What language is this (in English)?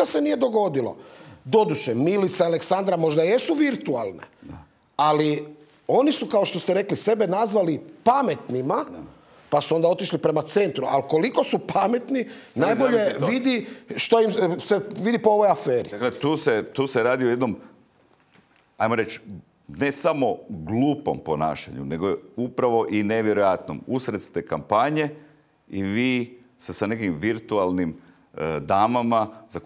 Croatian